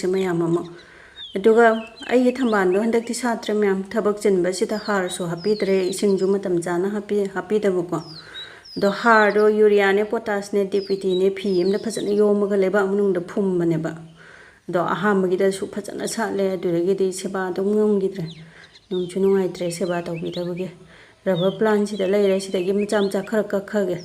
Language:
Manipuri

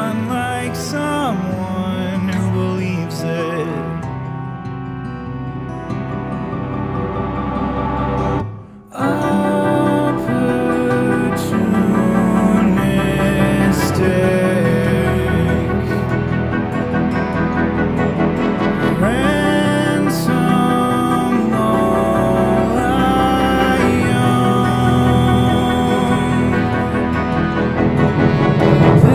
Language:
English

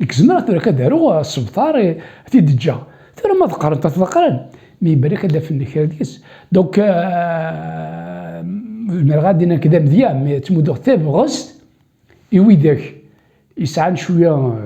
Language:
Kabyle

